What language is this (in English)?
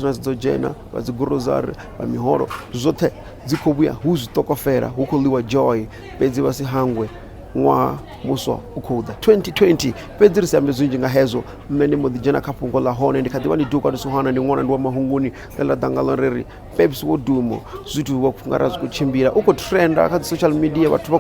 Venda